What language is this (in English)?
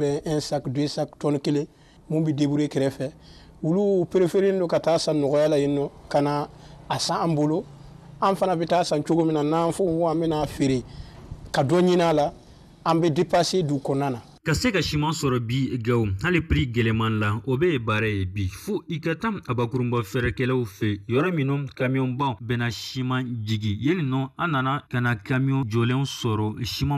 Bambara